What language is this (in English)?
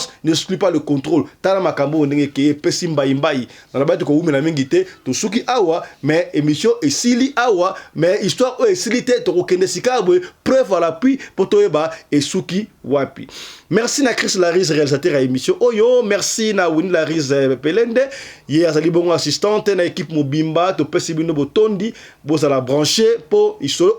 Lingala